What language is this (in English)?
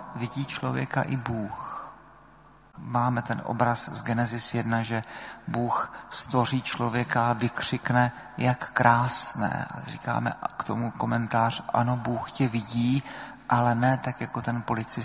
Czech